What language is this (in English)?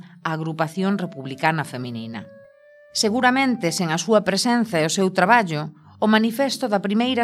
Galician